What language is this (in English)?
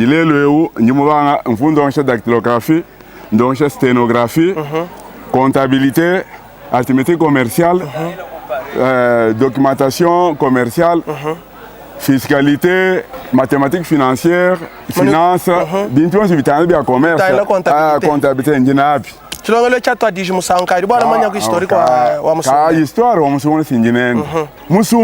Luba-Lulua